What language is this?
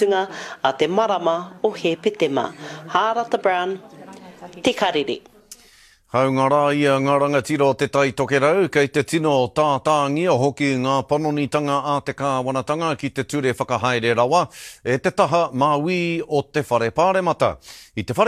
Māori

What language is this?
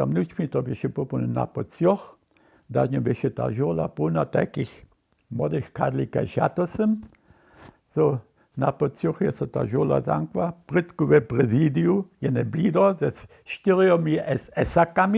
Upper Sorbian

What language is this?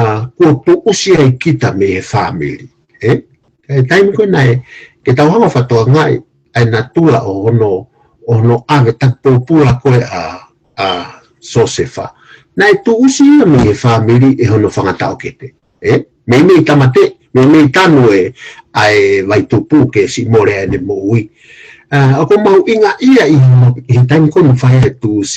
Tongan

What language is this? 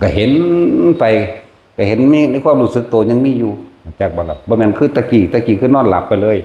Northeastern Thai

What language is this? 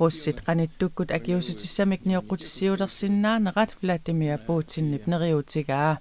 Kalaallisut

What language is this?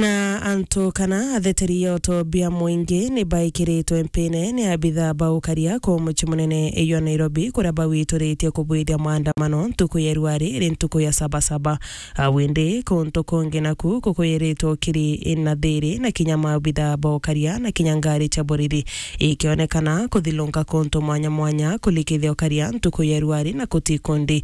Meru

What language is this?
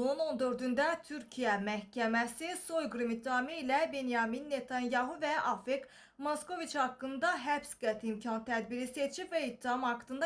Azerbaijani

